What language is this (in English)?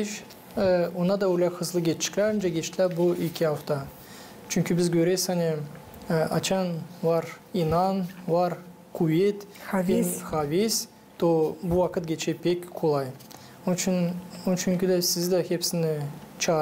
Gagauz